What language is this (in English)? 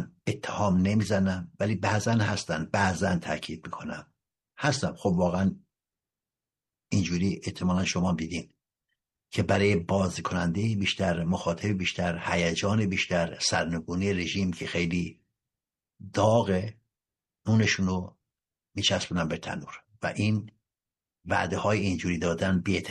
Persian